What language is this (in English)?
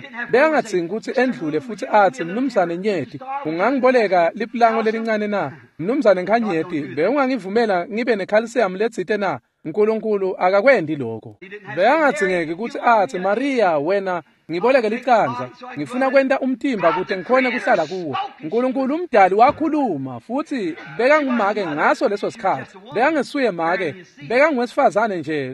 Swati